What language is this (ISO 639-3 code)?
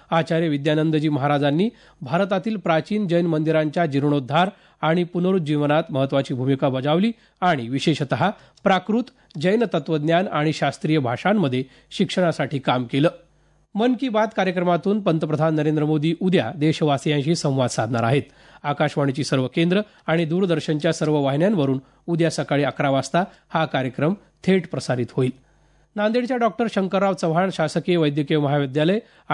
mar